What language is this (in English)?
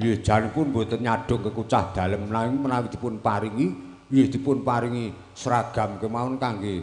Javanese